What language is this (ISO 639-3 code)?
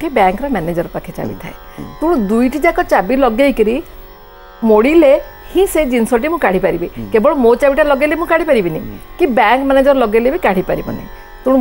ori